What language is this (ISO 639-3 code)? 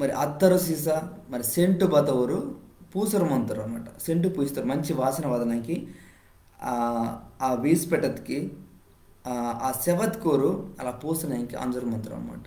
kff